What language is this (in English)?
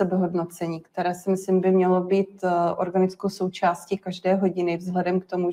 Czech